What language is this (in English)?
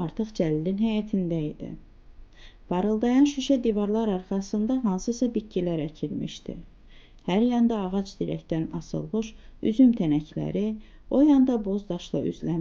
Azerbaijani